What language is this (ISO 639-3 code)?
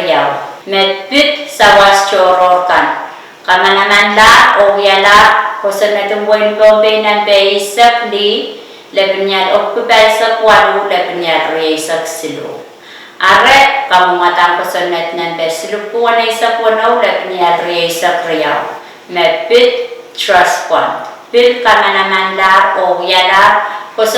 pon